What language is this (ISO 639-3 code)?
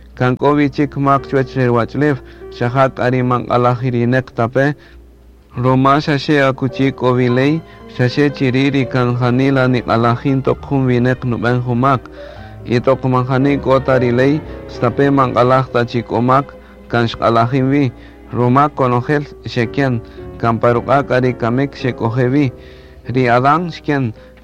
cak